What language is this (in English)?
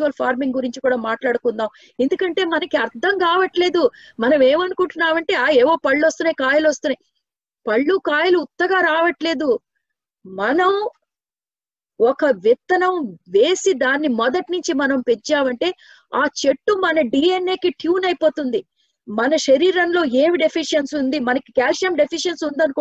Telugu